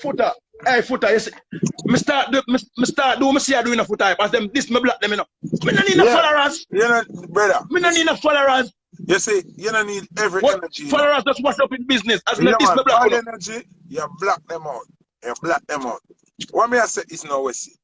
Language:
Jamaican Creole English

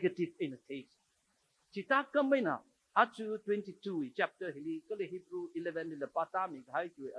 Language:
Tangkhul Naga (India)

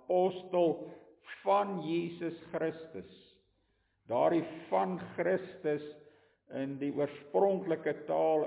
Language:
Afrikaans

